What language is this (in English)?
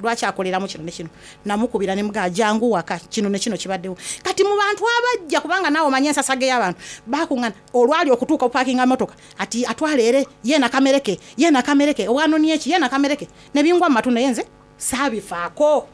Soga